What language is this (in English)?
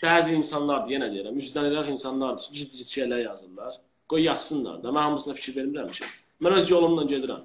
Azerbaijani